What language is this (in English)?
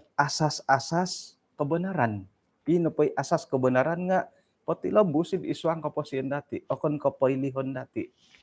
Central Dusun